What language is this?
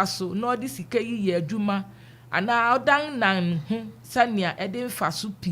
Akan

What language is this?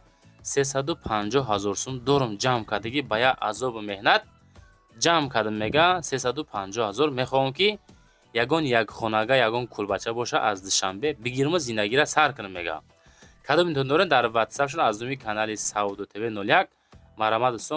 Tajik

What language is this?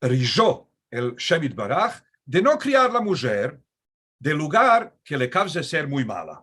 Ladino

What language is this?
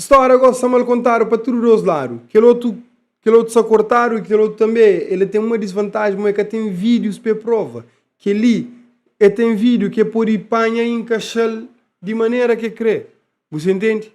Kabuverdianu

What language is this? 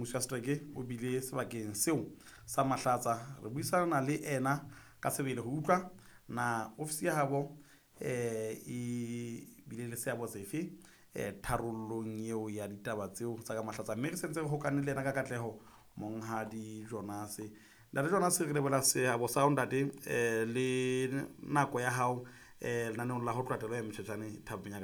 Southern Sotho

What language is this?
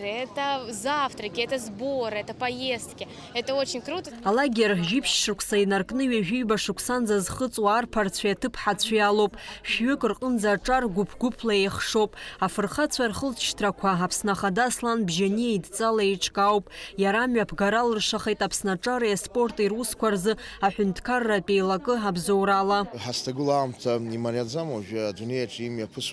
Abkhazian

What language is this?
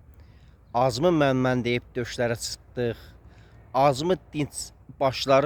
Azerbaijani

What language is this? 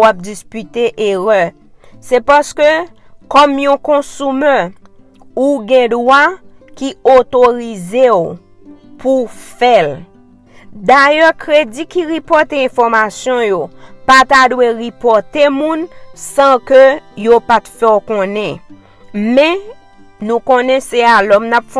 Haitian Creole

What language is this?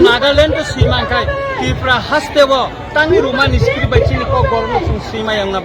Kok Borok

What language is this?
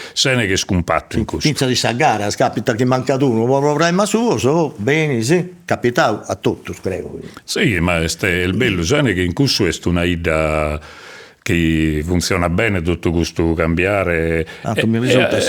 Sardinian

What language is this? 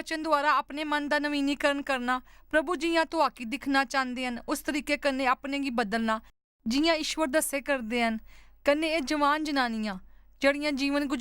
Dogri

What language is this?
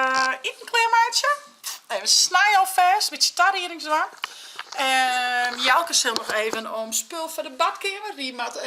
Western Frisian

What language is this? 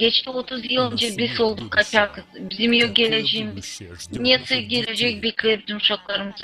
Gagauz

